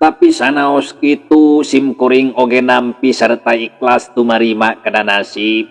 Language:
Sundanese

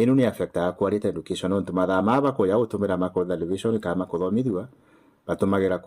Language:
Meru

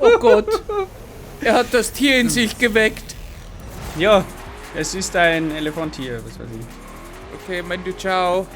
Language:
Bavarian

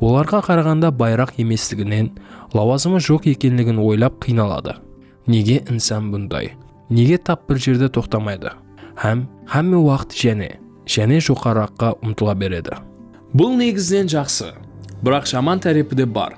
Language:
Kara-Kalpak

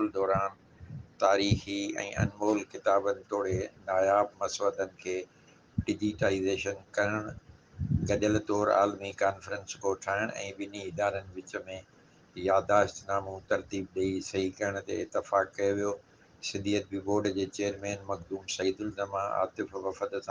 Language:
Sindhi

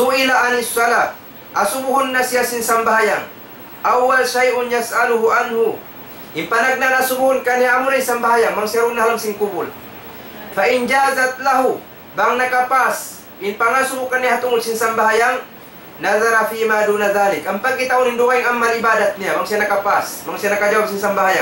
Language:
Tausug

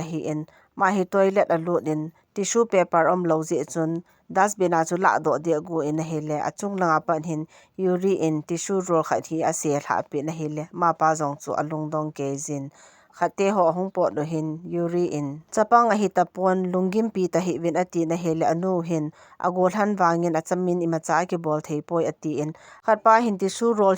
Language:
Thado Chin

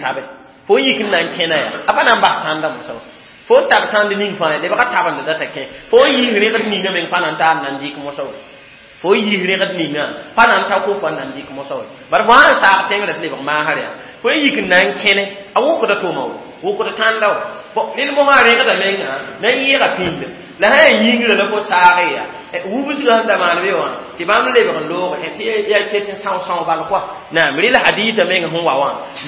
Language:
Mossi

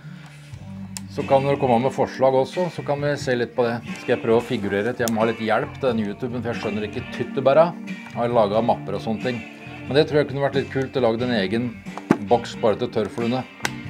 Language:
Norwegian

